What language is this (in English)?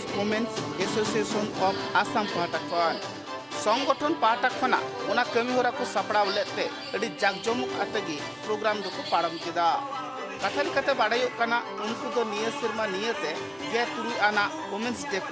Santali